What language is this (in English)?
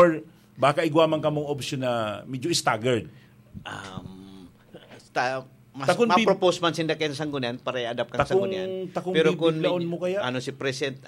Bikol